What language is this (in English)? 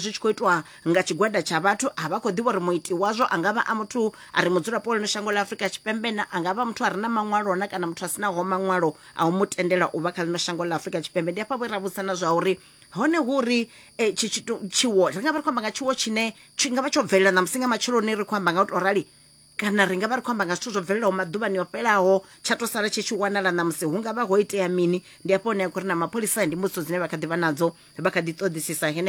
Venda